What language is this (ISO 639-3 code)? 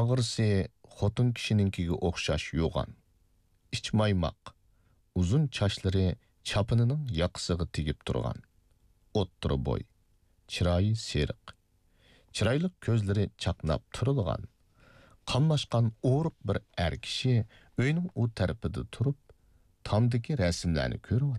uig